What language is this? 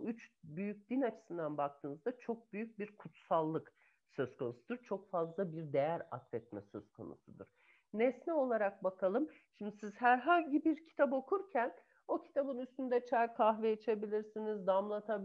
Turkish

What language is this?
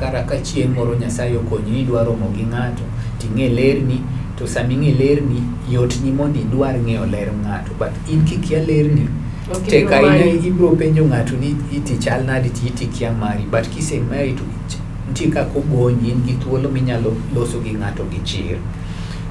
Luo (Kenya and Tanzania)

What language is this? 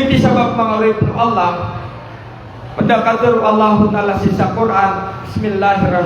Maranao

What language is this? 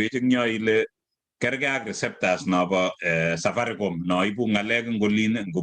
Kalenjin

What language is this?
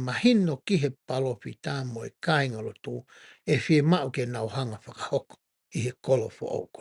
Tongan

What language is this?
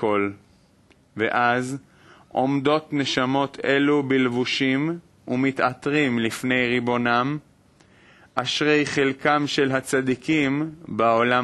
Hebrew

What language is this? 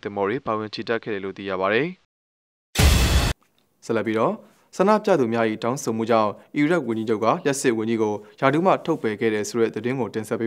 Burmese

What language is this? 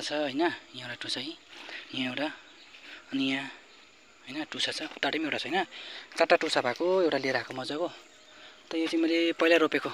Nepali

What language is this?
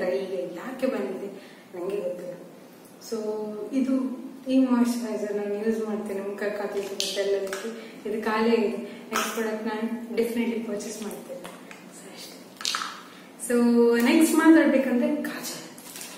Kannada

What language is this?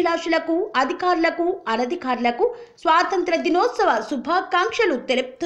Telugu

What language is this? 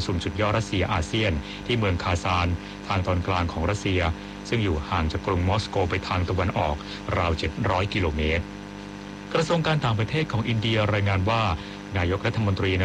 Thai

